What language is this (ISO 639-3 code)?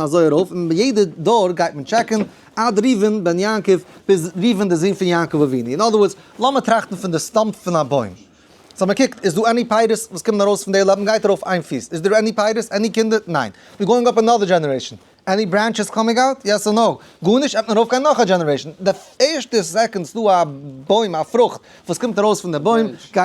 yid